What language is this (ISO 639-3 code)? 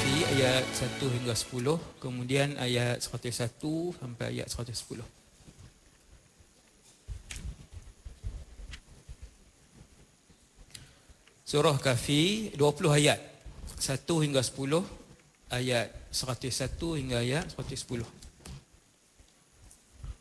msa